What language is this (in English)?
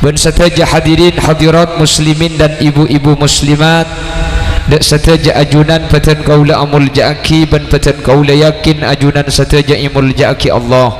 Madurese